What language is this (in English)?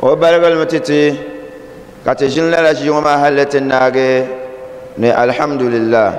Dagbani